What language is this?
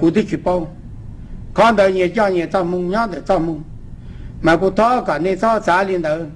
Hmong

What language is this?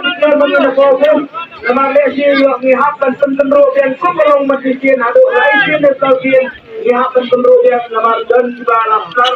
Khasi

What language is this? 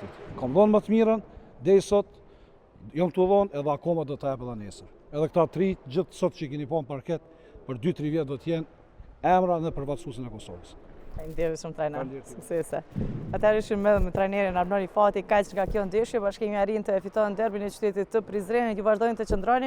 Albanian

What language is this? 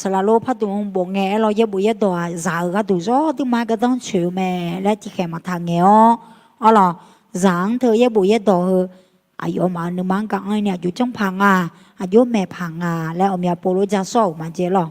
Akha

